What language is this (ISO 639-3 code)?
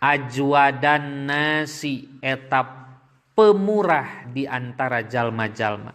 sun